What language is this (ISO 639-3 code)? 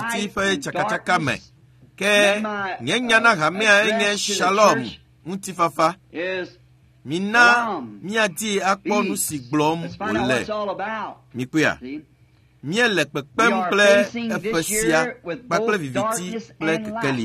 ewe